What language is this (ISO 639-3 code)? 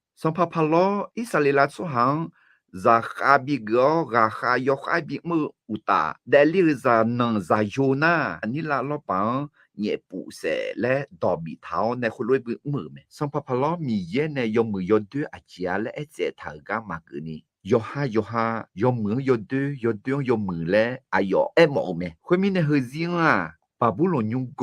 ahk